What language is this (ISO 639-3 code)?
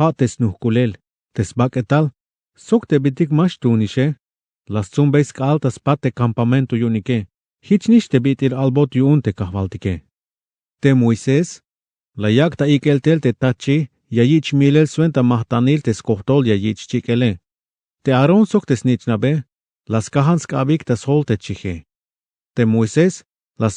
tzh